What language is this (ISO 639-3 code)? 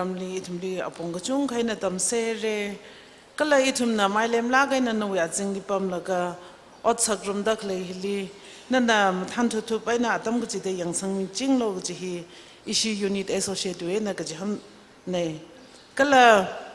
nmf